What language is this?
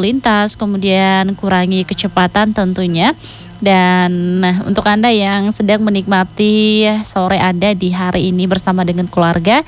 Indonesian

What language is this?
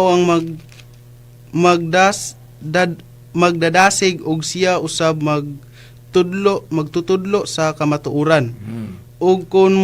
Cebuano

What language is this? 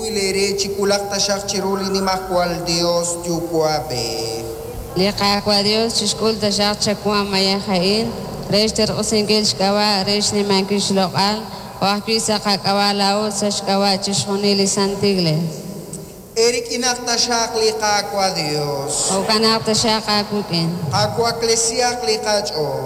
Kekchí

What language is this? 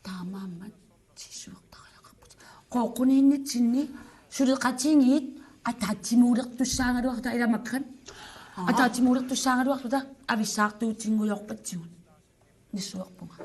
Kalaallisut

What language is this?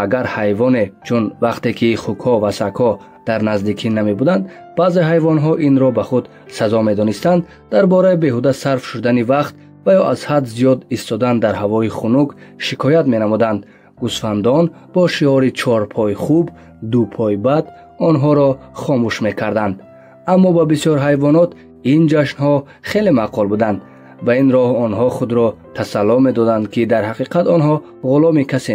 Tajik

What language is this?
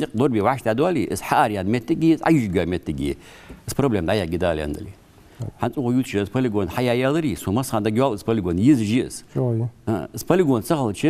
Ingush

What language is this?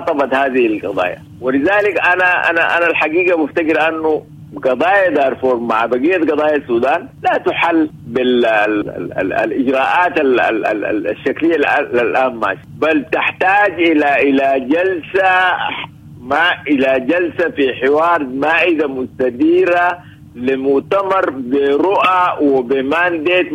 Sudanese Arabic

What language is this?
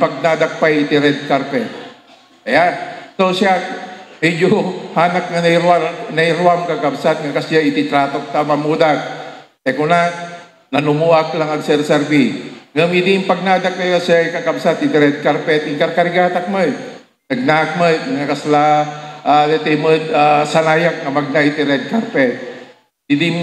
Iloko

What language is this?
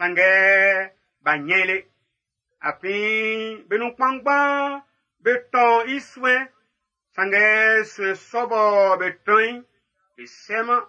Baoulé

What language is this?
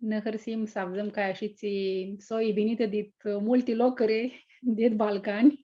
Aromanian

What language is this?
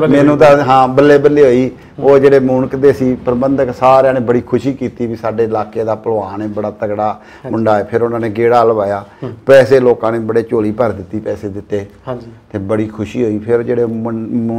Punjabi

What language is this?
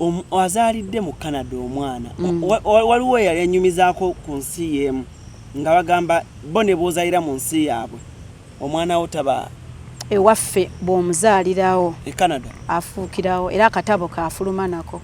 Ganda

